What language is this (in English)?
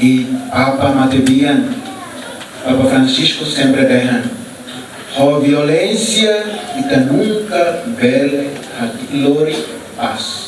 Tetum